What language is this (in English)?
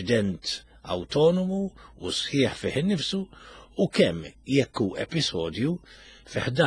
Maltese